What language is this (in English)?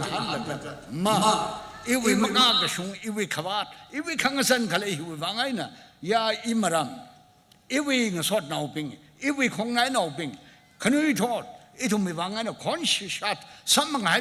Tangkhul Naga (India)